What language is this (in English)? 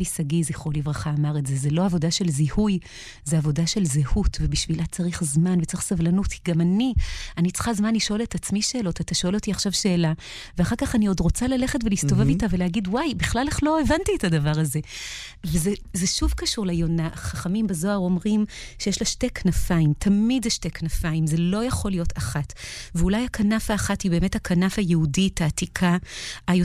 Hebrew